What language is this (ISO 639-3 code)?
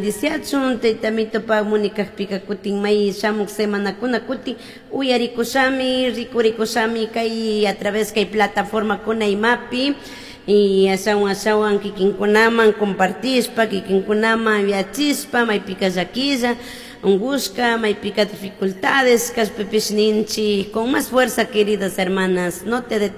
qug